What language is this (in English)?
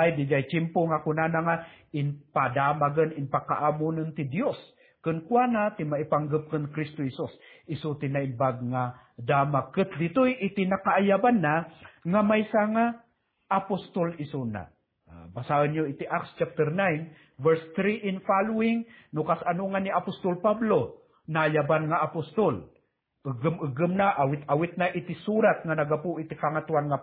Iloko